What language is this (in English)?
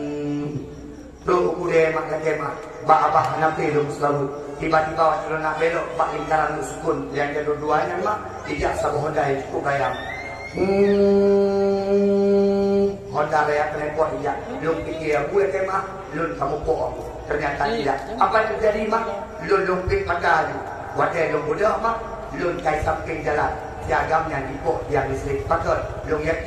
Achinese